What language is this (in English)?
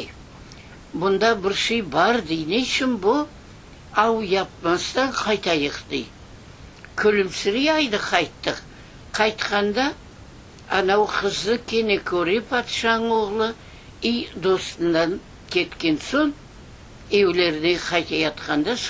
Crimean Tatar